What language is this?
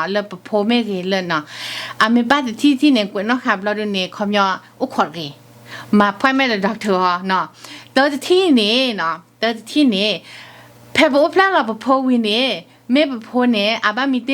S'gaw Karen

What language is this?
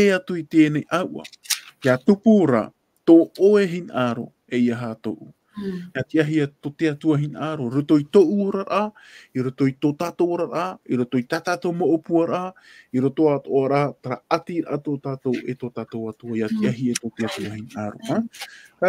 Tahitian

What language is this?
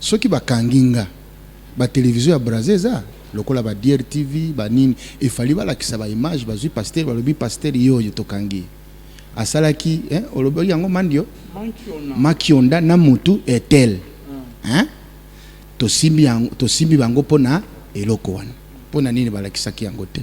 Lingala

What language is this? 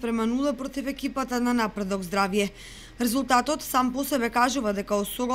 Macedonian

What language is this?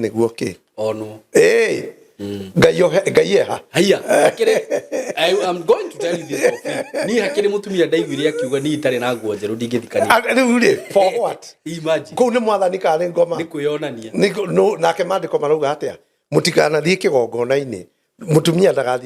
Kikuyu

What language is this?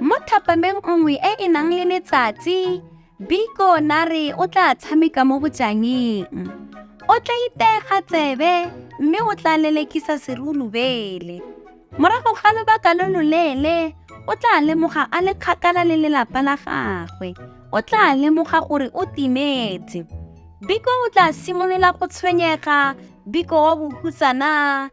Tswana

